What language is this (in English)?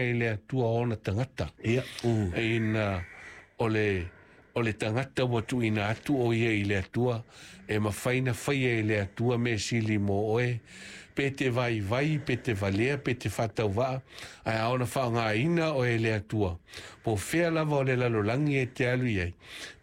Samoan